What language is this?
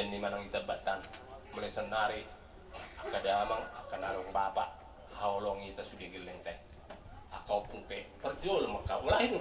Batak Toba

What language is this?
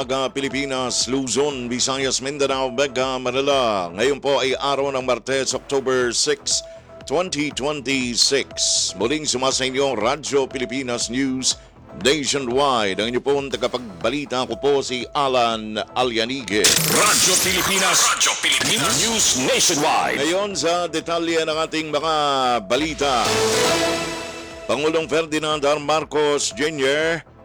Filipino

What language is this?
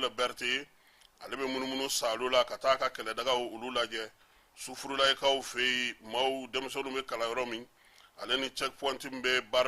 Bambara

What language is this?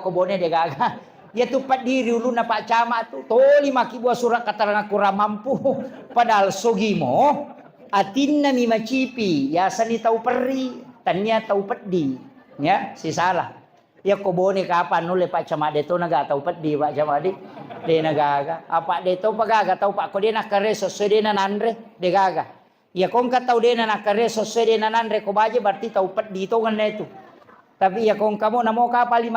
Buginese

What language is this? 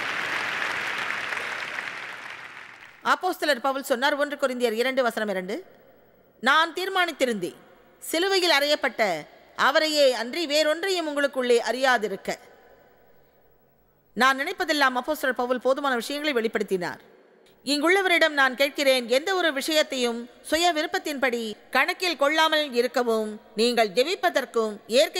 Tamil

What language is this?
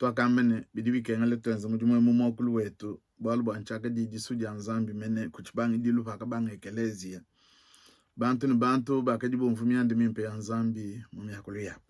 Luba-Lulua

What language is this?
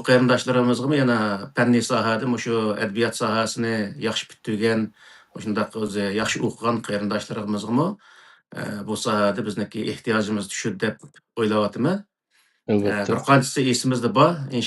Uyghur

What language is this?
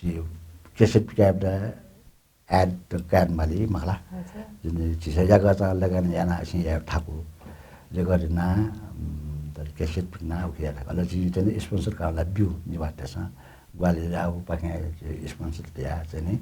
Newari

